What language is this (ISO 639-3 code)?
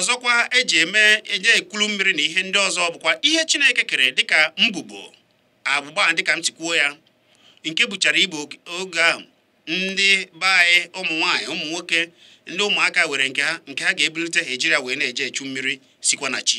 ibo